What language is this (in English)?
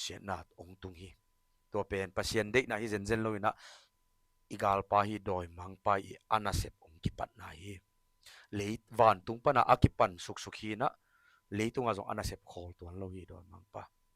Tedim Chin